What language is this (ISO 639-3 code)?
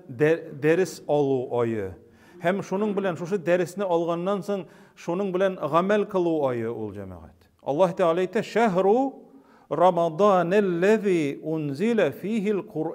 tat